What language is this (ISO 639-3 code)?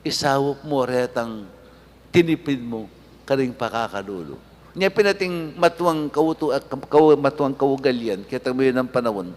pam